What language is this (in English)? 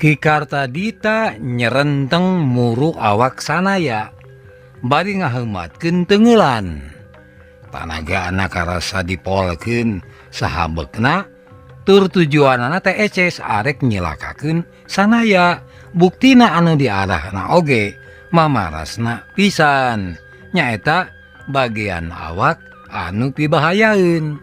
Sundanese